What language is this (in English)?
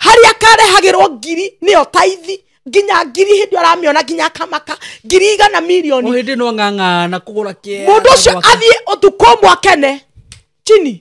Kikuyu